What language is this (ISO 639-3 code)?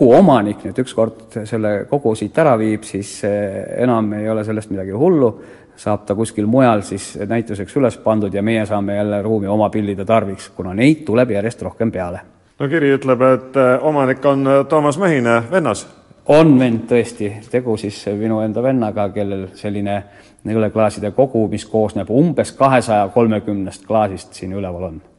est